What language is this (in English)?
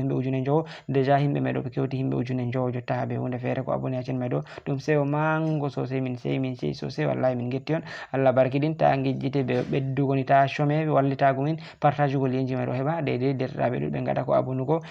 Fula